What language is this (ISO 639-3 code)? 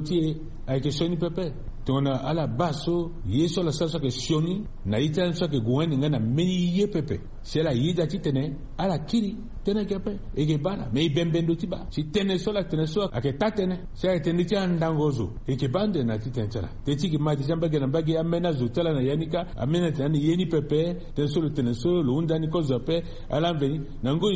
sag